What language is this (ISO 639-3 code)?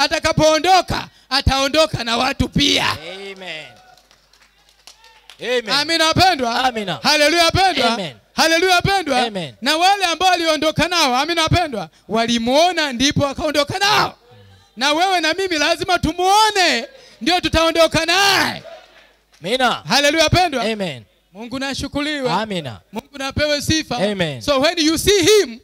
swa